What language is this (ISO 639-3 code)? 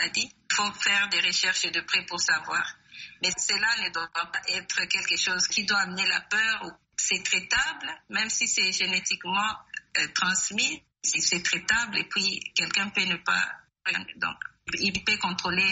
fra